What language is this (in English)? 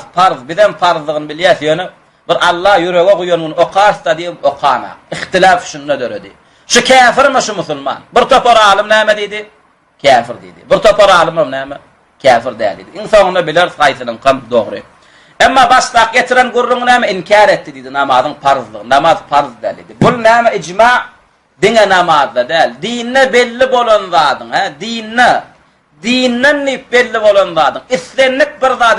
Turkmen